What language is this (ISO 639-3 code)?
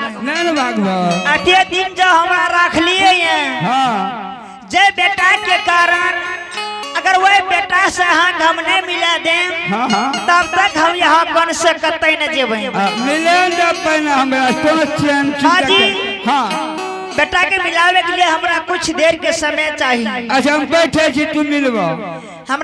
anp